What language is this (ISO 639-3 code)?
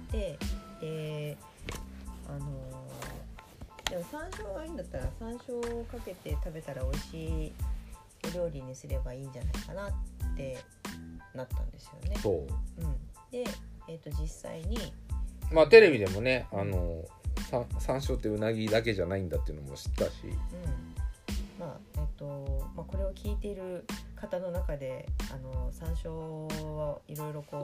jpn